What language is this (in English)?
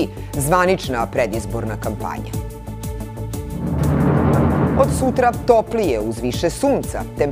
Serbian